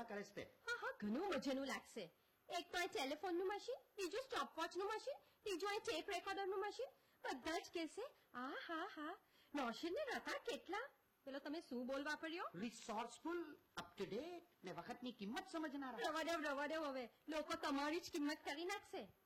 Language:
Gujarati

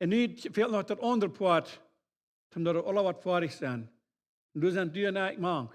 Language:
Plautdietsch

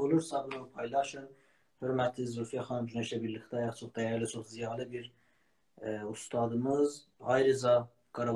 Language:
South Azerbaijani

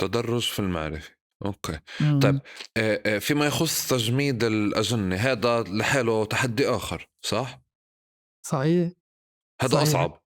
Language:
North Levantine Arabic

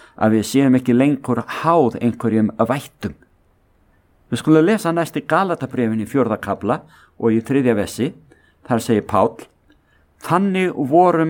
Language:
Icelandic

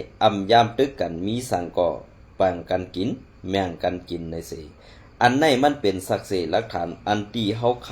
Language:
Shan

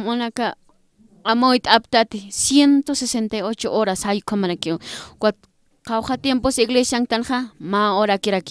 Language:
Aymara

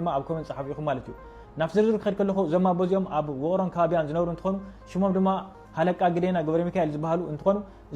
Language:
Tigrinya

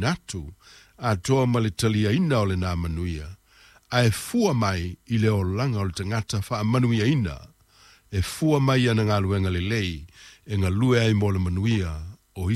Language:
Samoan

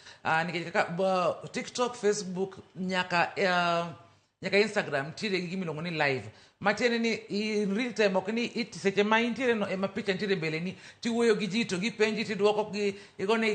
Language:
Luo (Kenya and Tanzania)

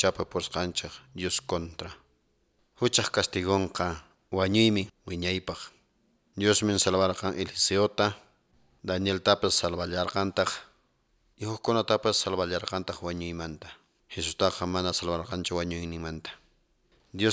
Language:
Quechua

